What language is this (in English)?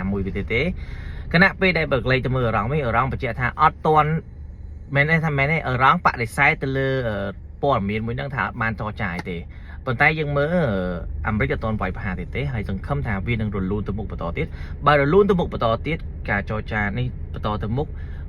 Khmer